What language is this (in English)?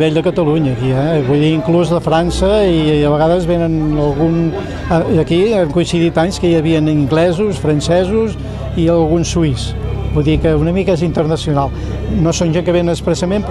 Catalan